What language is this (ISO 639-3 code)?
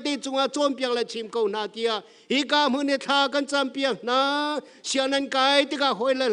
cnh